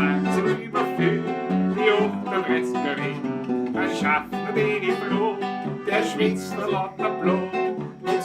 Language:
Bavarian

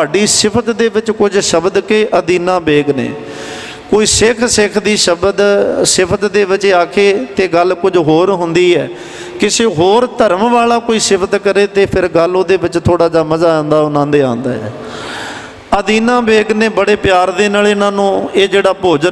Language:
Punjabi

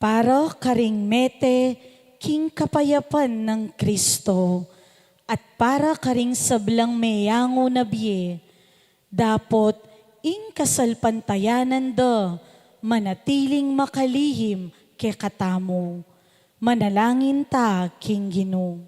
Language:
Pampanga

